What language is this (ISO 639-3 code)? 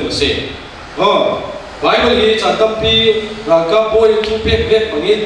cfm